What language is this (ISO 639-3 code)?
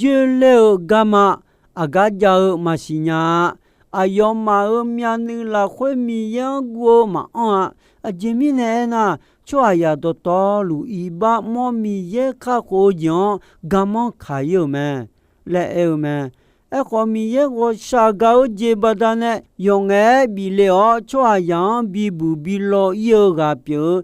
ahk